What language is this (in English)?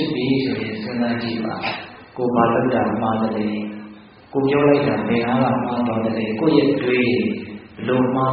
Burmese